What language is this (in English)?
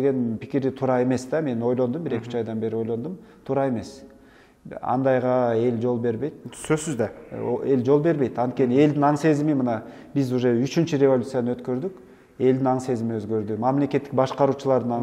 Kyrgyz